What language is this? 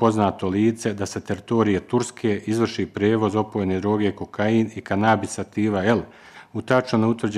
Bosnian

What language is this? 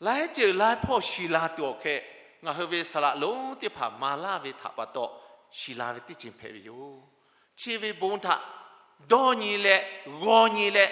Lahu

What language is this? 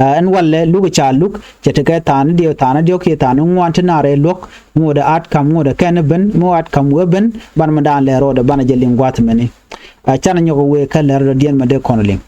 Nuer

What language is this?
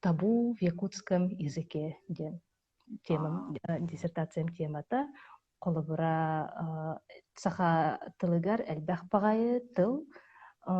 Yakut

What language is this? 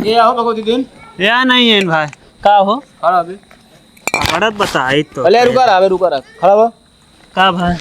Awadhi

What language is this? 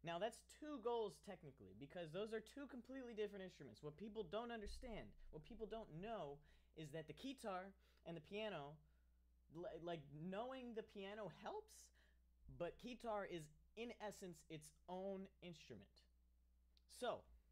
English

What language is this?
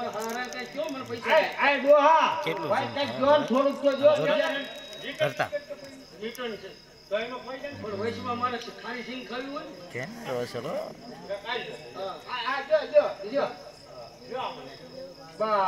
Gujarati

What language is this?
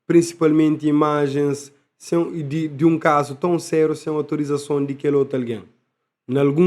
Kabuverdianu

